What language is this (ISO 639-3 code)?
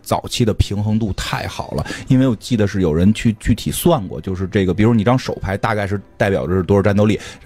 zho